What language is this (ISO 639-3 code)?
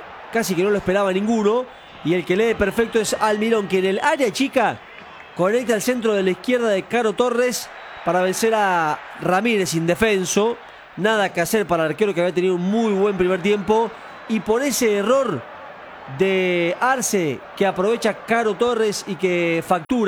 spa